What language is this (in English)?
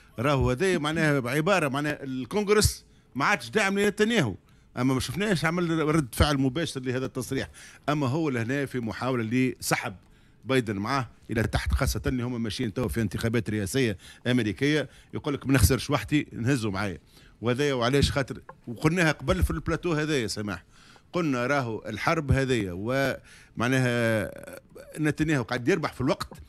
Tunisian Arabic